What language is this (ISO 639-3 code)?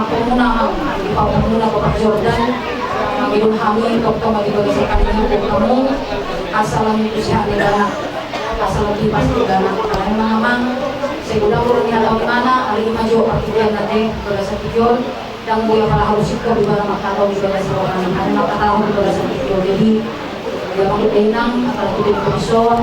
bbc